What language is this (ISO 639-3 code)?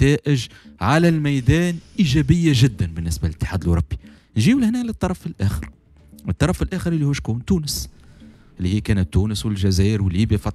aeb